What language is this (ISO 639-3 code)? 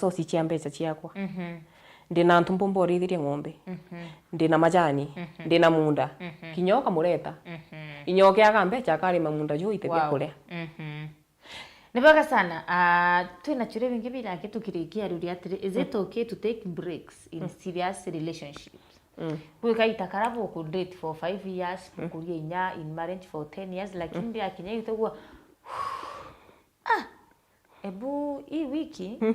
mer